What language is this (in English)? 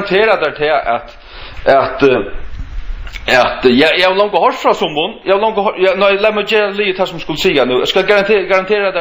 Faroese